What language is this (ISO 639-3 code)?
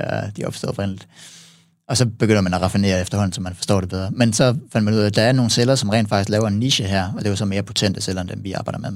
dan